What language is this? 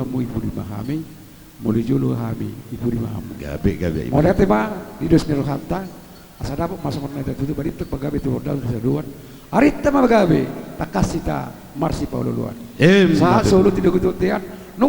Batak Toba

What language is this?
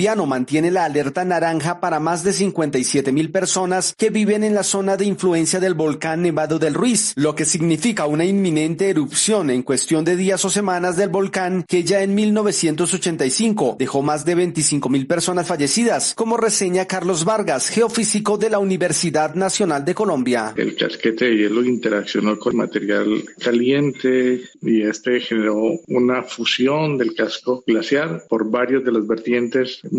Spanish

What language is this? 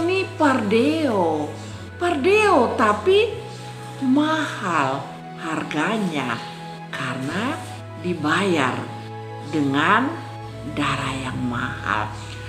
Kupang Malay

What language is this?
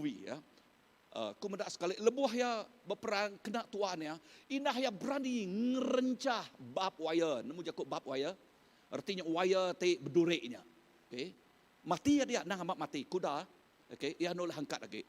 Iban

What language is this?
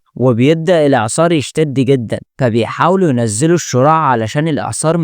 Egyptian Arabic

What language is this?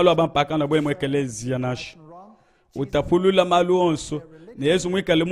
Luba-Lulua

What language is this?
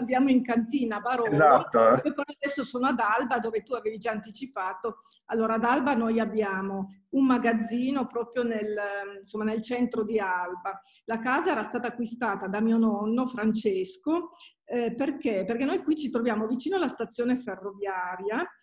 Italian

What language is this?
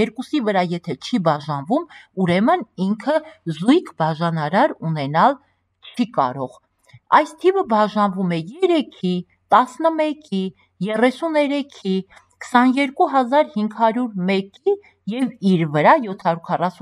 Armenian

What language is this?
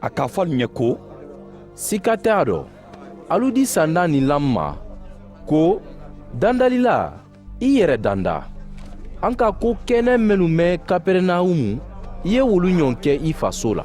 Mandingo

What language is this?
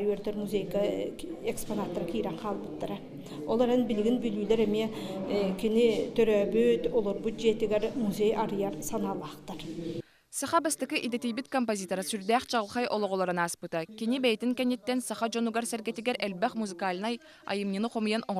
Yakut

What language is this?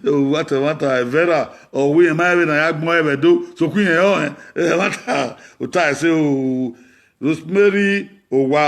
Bini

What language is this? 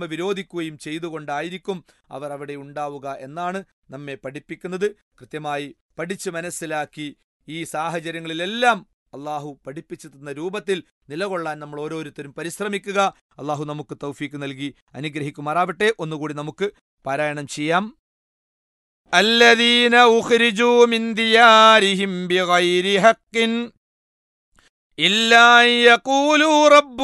Malayalam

